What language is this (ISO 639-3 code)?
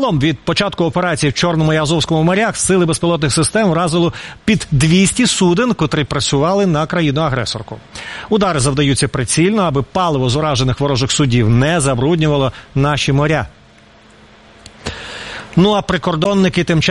ukr